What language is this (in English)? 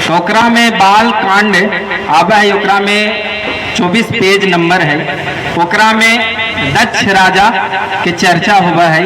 Magahi